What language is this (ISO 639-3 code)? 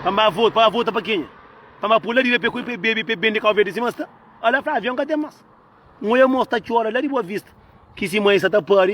kea